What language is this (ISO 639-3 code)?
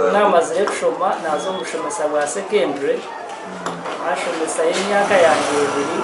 nyn